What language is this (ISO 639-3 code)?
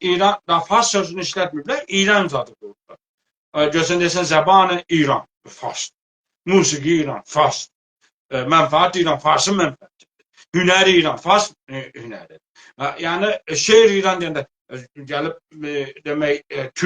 azb